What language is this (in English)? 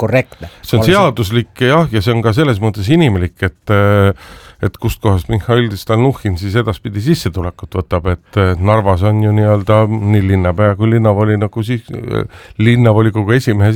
Estonian